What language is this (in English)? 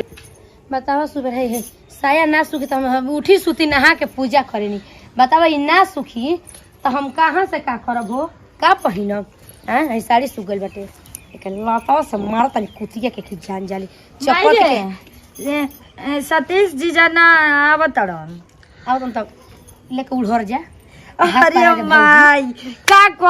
Bhojpuri